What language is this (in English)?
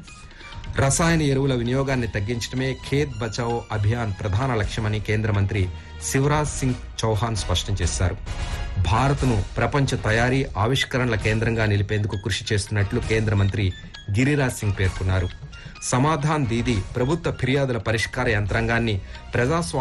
Telugu